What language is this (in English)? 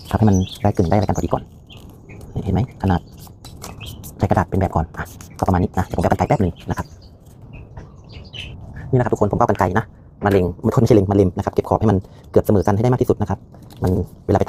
Thai